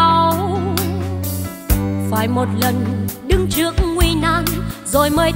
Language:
Vietnamese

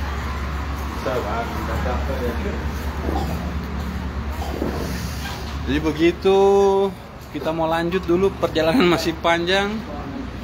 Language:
Indonesian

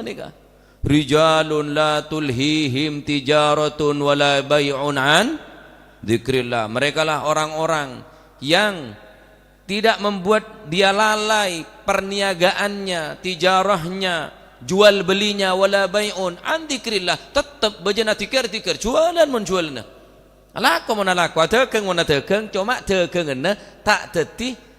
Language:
Madurese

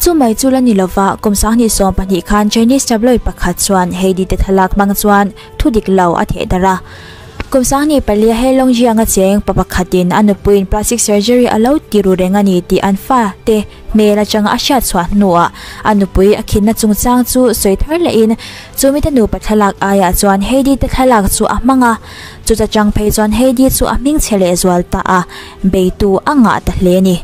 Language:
Mizo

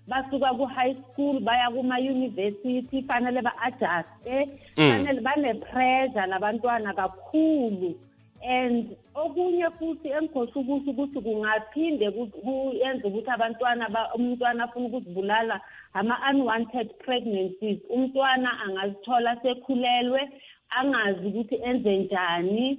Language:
South Ndebele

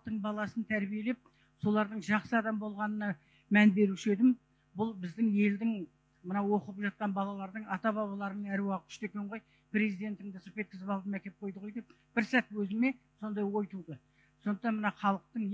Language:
Kazakh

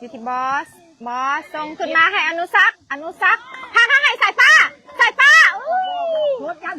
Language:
Lao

